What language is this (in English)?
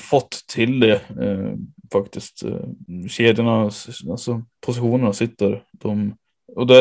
Swedish